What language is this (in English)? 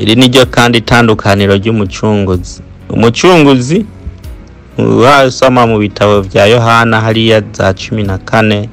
Rundi